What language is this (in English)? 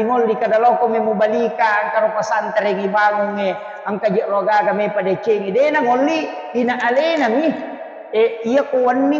Buginese